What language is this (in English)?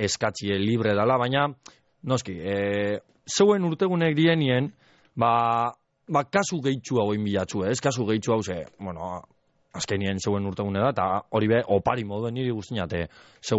Basque